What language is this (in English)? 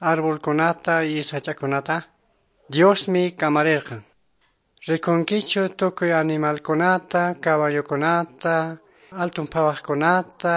Quechua